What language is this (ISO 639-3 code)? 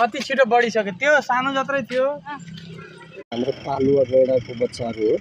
nep